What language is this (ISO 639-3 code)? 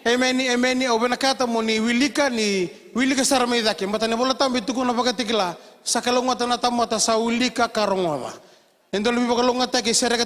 fij